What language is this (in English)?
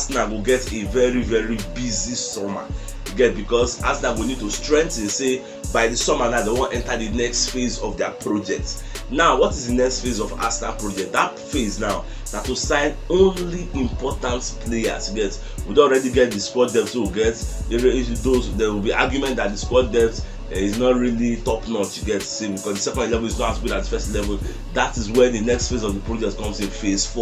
Nigerian Pidgin